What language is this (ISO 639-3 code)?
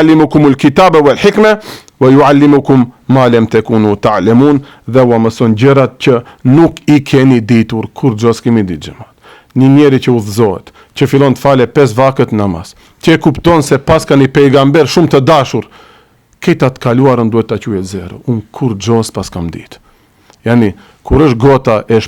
sqi